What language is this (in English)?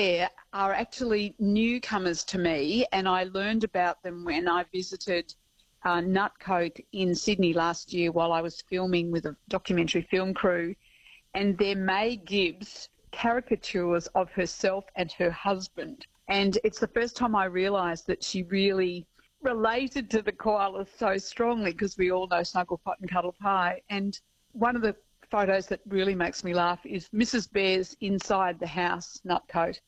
English